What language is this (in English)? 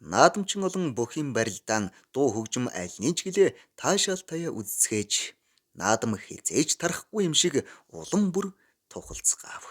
Mongolian